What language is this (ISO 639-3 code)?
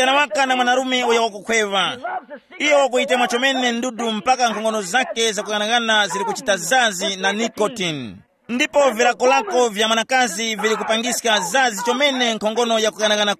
tum